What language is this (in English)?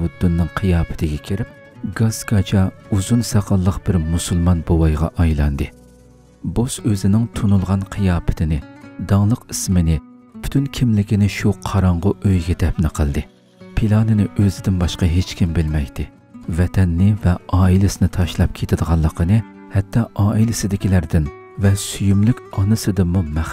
Uyghur